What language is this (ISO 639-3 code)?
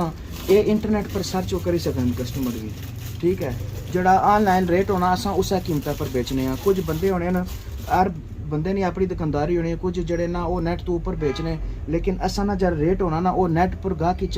phr